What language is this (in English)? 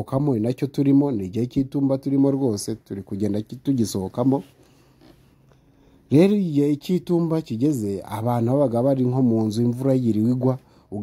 Kinyarwanda